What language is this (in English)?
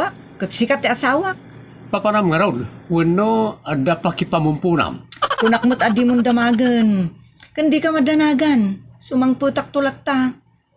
Iloko